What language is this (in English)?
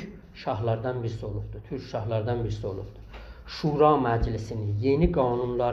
South Azerbaijani